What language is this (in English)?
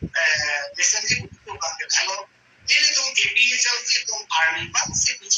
Karbi